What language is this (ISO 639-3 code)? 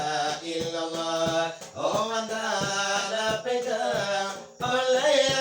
min